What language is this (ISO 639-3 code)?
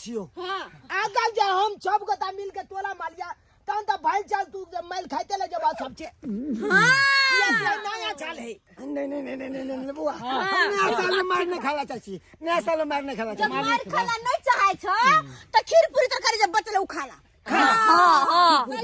mai